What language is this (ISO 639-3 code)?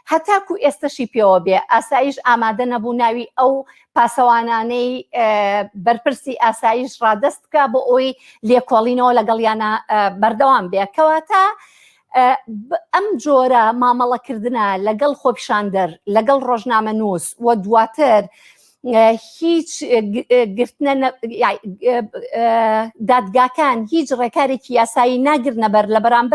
ckb